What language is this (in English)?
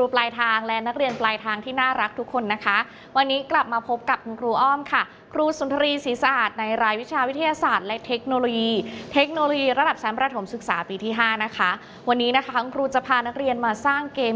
Thai